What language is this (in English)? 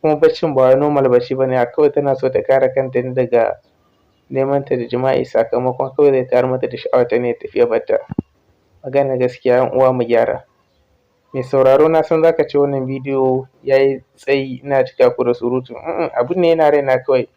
Hausa